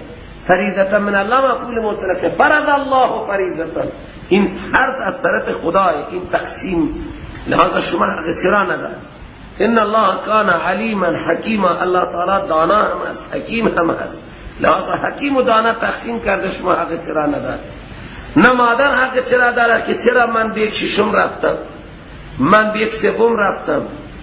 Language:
Persian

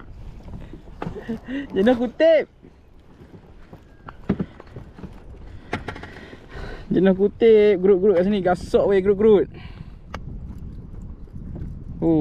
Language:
Malay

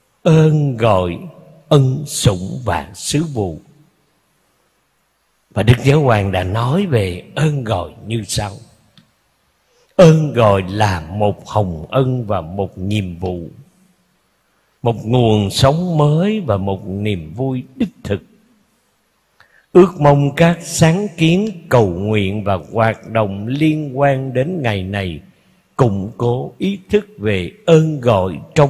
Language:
Vietnamese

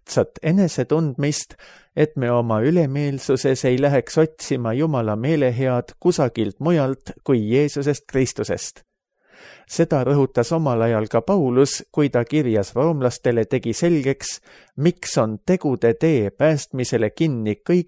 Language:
Estonian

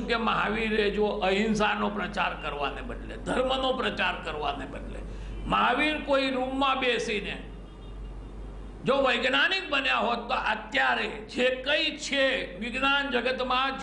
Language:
Gujarati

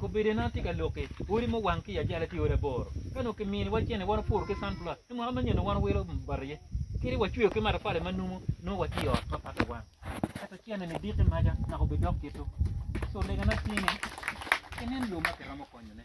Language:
Acoli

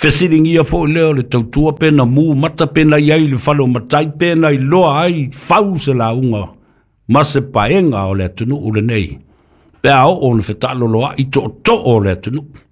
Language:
Samoan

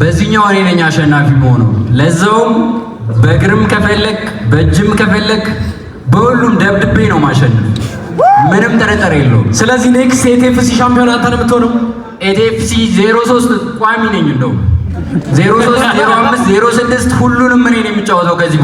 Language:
Amharic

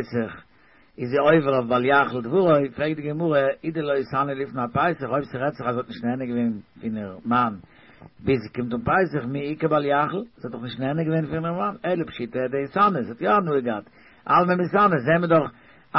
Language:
Yiddish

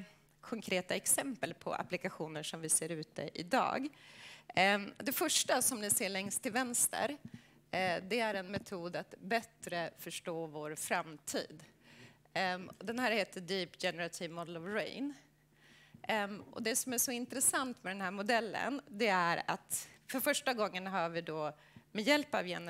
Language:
Swedish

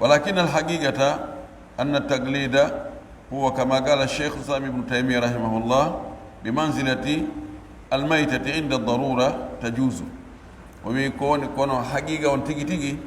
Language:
Pular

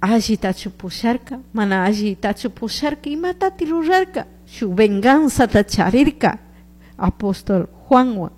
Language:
Chimborazo Highland Quichua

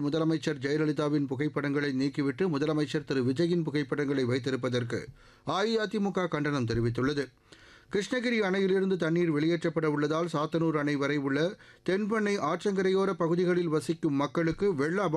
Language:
Tamil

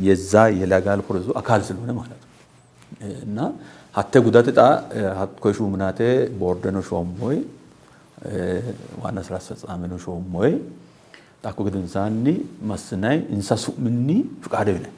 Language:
Sidamo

